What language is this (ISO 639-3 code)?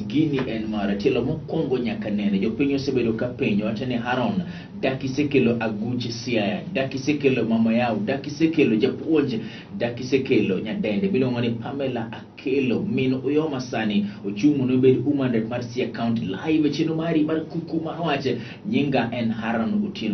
luo